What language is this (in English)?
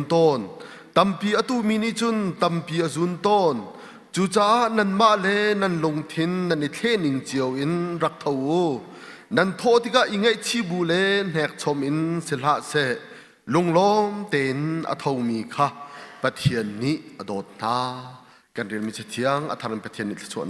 Hakha Chin